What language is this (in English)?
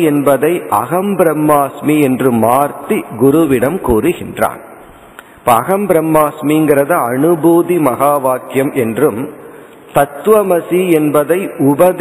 Tamil